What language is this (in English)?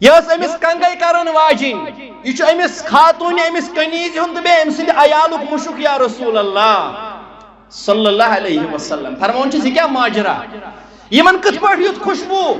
Kashmiri